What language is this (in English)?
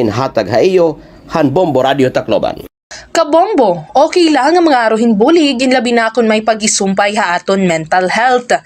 Waray